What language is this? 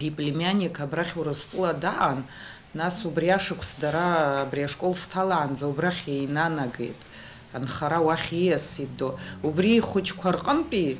Abkhazian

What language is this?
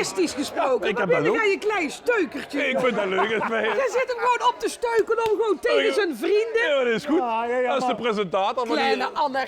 Limburgish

